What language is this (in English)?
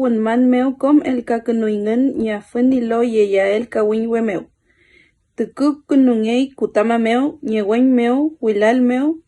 Mapuche